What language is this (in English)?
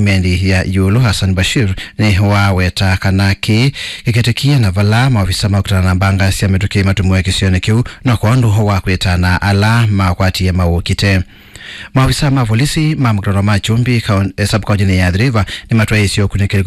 Kamba